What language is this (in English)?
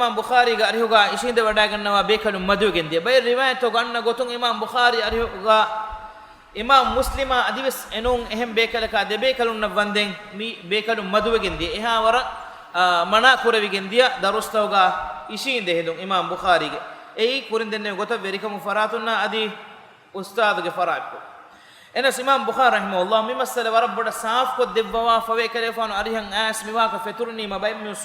Divehi